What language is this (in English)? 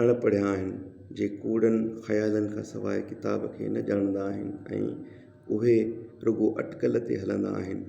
Sindhi